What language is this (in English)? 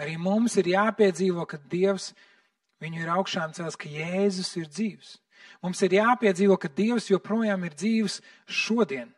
Latvian